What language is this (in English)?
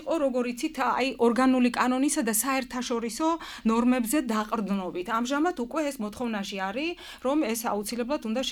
Georgian